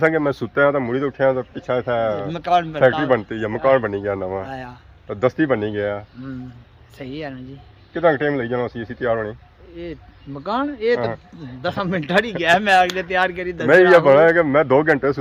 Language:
Pahari-Potwari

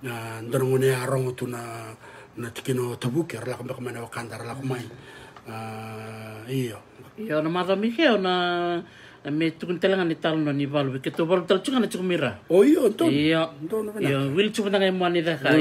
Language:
Fijian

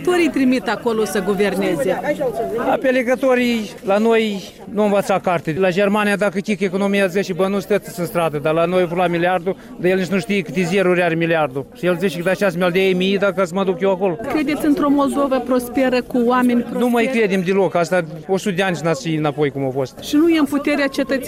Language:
Romanian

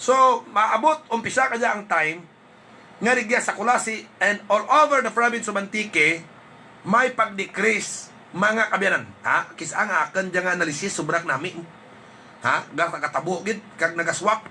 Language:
Hiligaynon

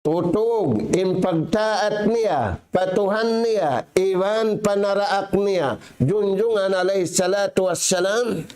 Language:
Tausug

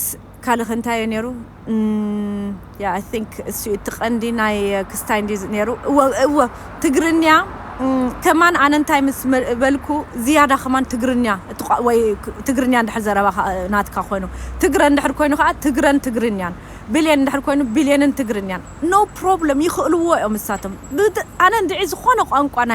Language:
Tigrinya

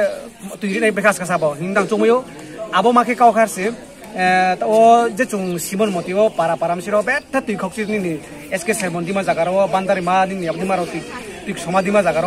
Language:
Riang (India)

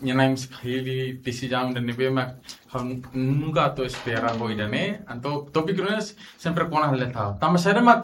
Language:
Tetum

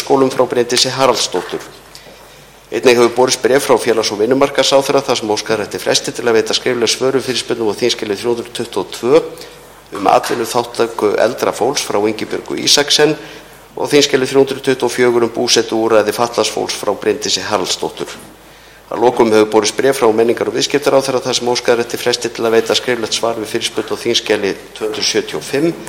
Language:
Icelandic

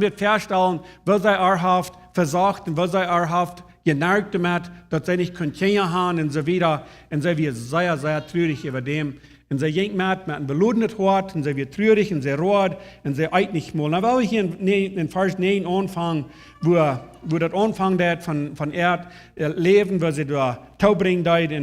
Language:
Plautdietsch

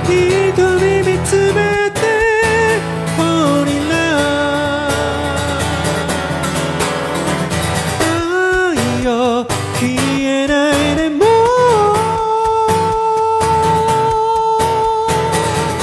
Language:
Japanese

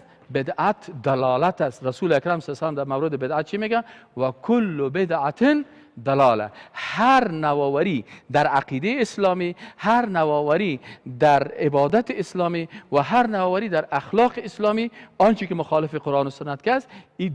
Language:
Persian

